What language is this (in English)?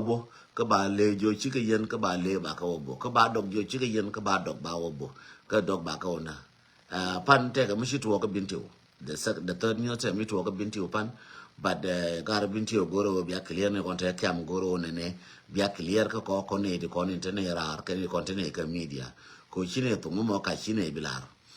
Nuer